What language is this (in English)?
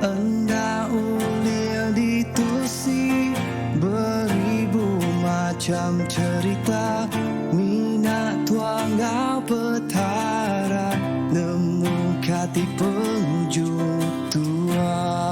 Iban